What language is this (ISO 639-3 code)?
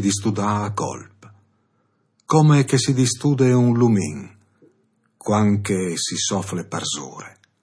fur